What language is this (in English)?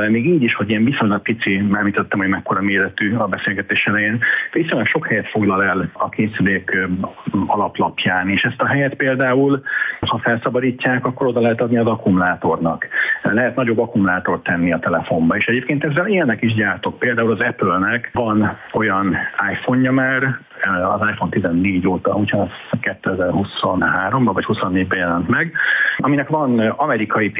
Hungarian